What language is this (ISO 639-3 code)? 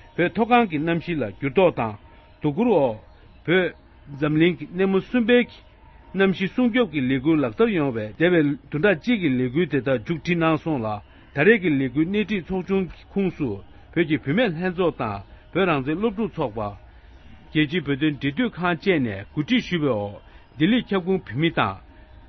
bod